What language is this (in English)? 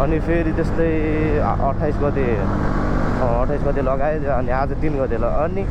Nepali